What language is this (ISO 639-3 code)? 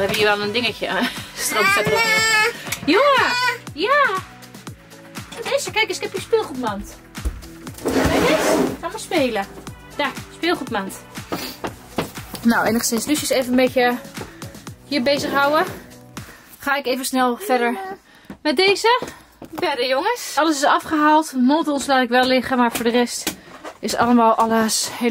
nld